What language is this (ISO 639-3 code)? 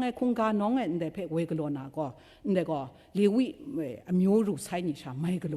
kac